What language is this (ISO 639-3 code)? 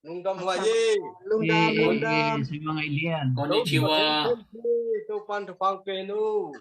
ctd